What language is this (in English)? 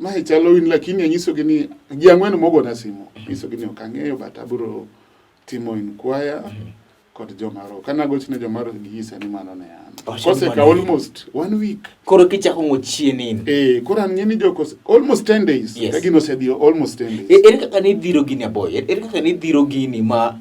Luo (Kenya and Tanzania)